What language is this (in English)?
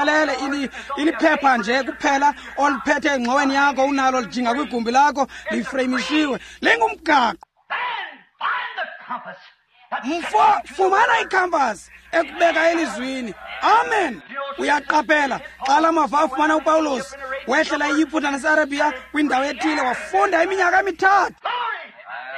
Xhosa